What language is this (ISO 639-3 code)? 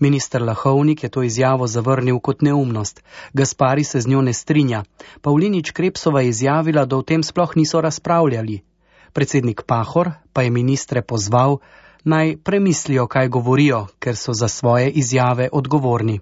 slv